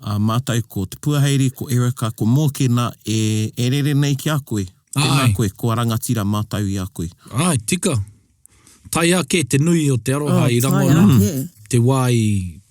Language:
Māori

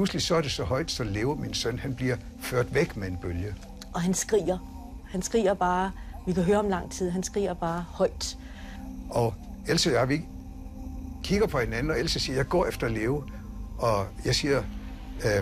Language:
Danish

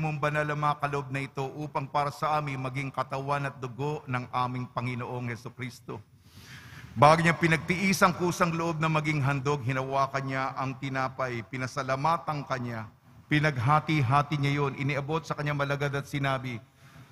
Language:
Filipino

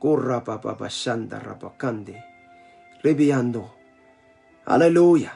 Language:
Pohnpeian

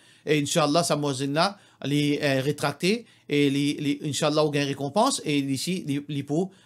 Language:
Morisyen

